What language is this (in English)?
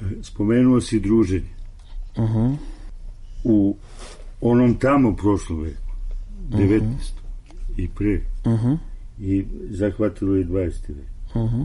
Serbian